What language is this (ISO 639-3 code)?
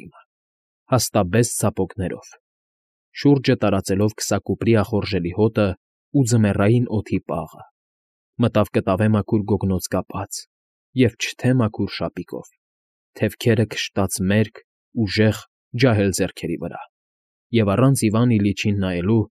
hye